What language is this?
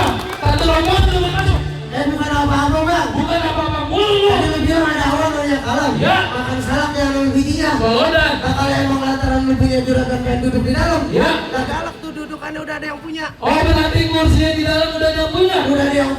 Betawi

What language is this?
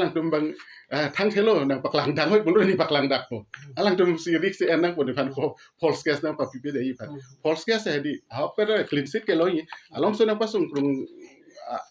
Karbi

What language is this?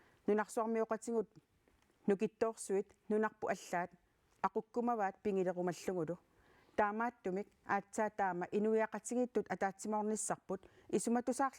Kalaallisut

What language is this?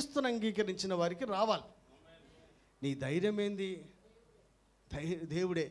Telugu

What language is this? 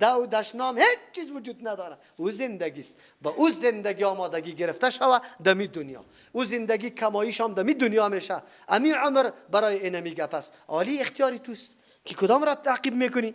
Persian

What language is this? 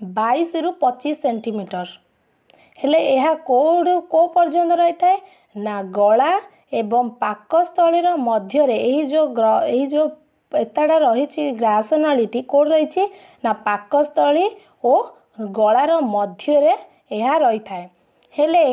Odia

